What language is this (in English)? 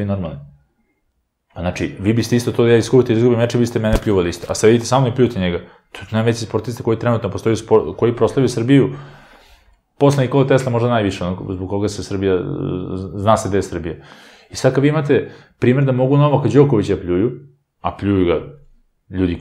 Serbian